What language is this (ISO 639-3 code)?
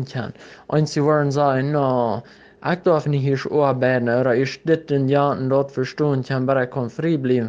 pdt